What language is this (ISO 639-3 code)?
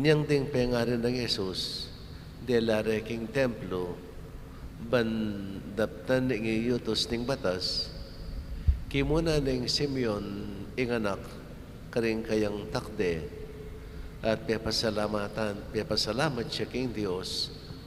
pam